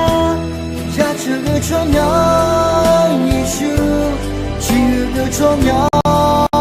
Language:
Akha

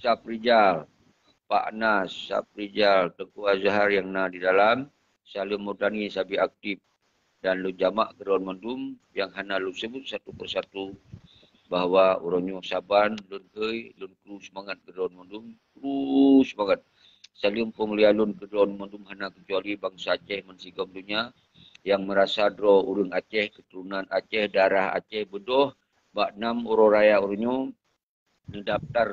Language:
Achinese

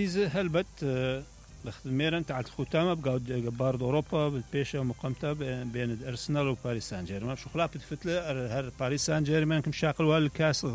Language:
Mesopotamian Arabic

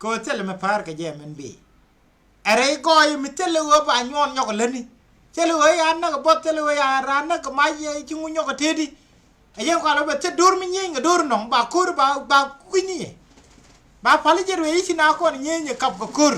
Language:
Nuer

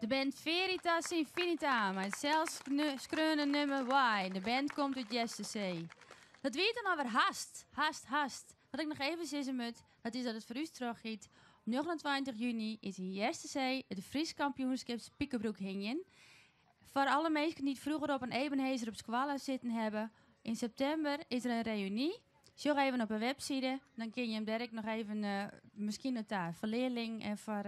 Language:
Western Frisian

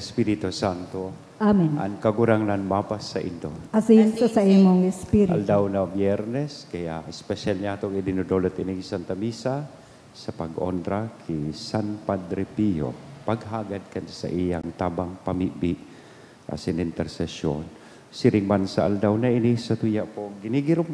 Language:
Bikol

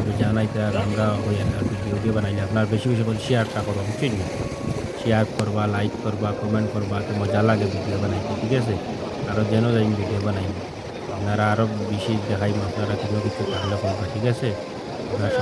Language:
Sylheti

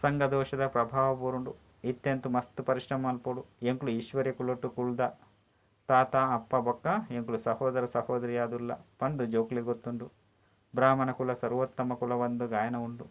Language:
Tulu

